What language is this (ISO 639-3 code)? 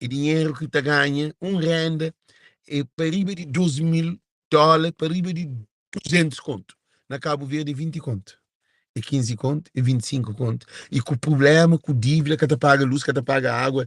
kea